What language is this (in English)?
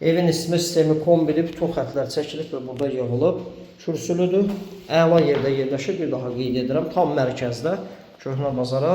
Azerbaijani